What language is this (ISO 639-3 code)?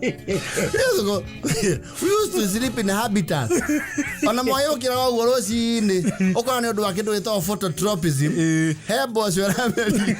kik